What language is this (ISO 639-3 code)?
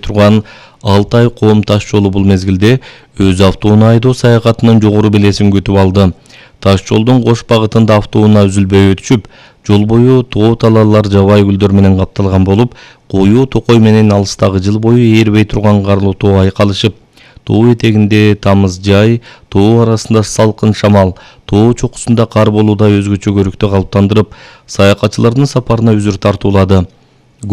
kir